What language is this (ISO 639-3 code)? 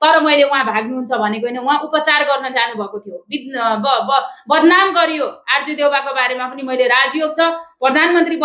nep